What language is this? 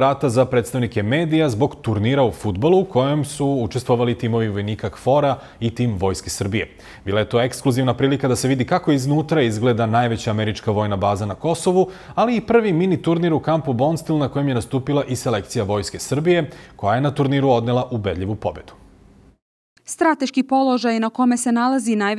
Serbian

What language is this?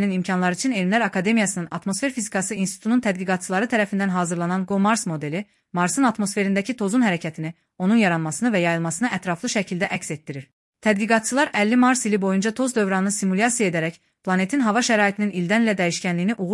Azerbaijani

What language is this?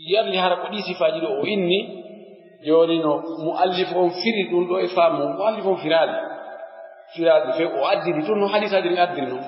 Pular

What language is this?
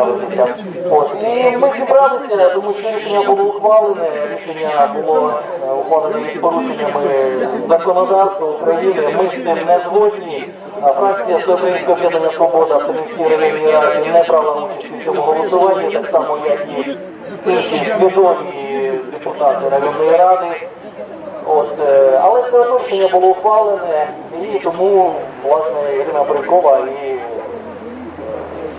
Ukrainian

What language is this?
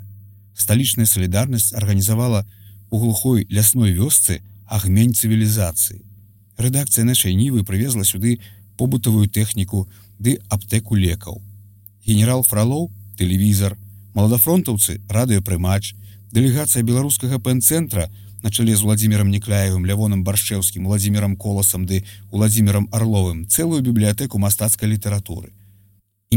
Belarusian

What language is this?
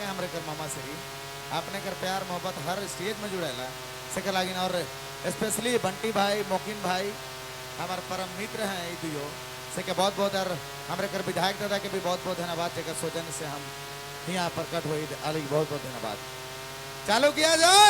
Sadri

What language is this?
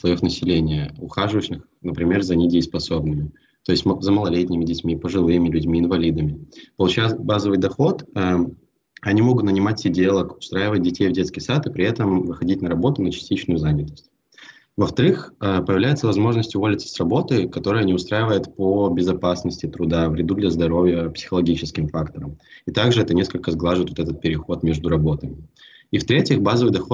Russian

